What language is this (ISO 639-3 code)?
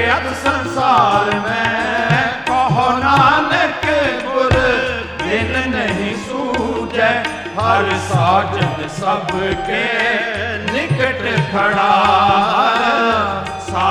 pan